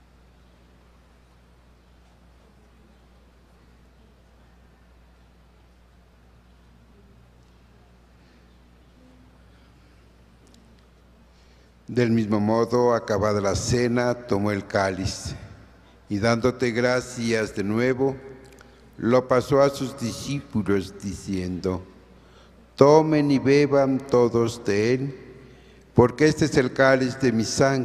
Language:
Spanish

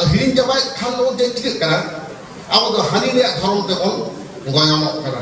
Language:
Santali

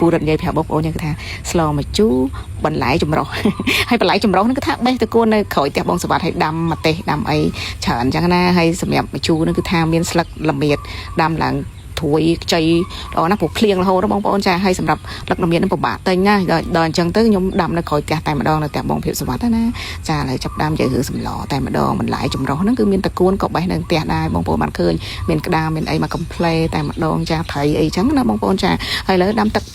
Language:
Khmer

